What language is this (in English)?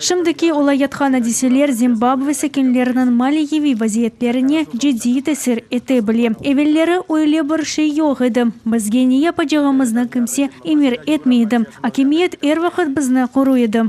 Crimean Tatar